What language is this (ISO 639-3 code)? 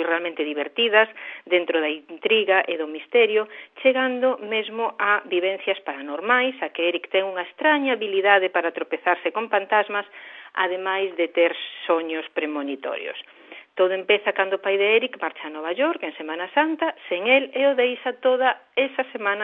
glg